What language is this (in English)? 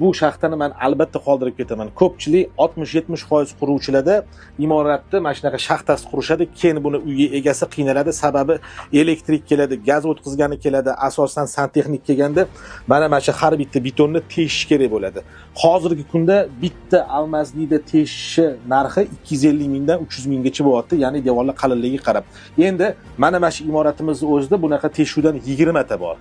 Uzbek